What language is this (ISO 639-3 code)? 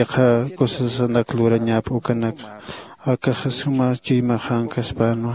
aym